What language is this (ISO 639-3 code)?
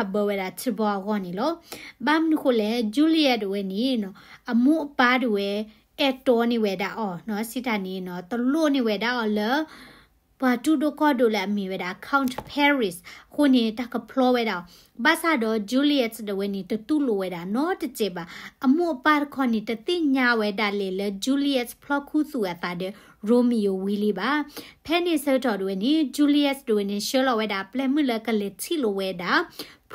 ksw